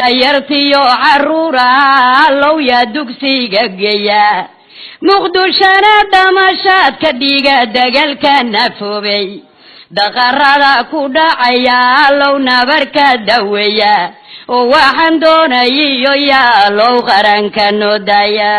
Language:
Somali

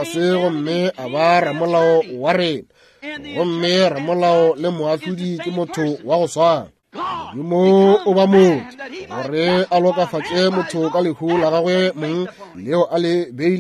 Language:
Northern Sotho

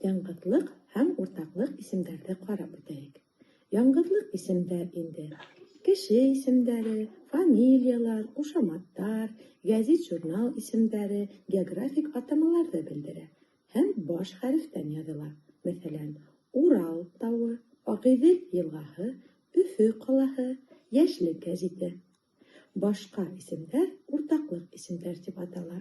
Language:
Bashkir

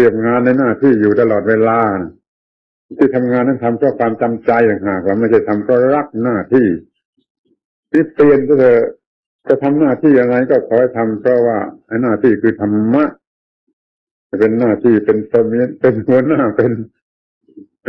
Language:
Thai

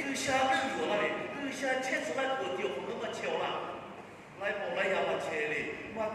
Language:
Lahu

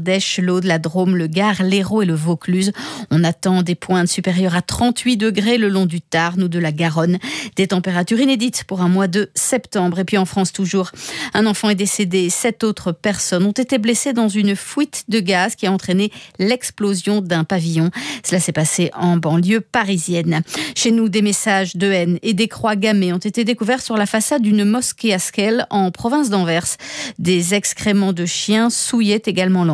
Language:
French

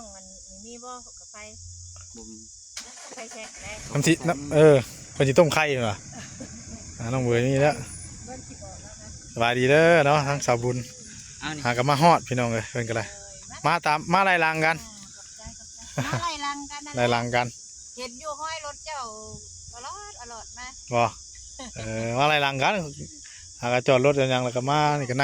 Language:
Northeastern Thai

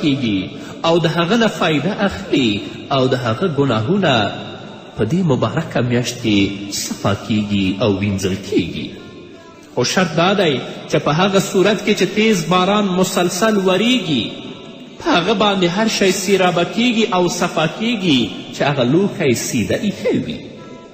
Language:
Pashto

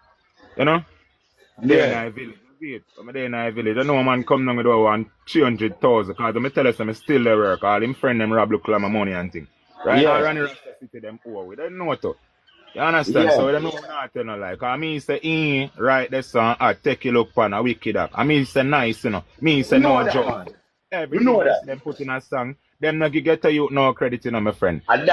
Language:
Jamaican Creole English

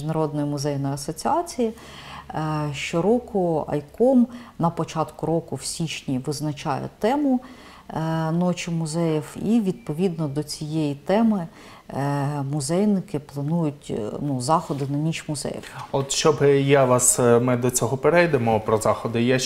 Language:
Ukrainian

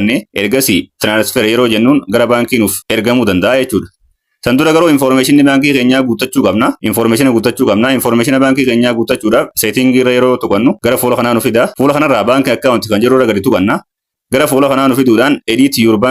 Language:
Oromo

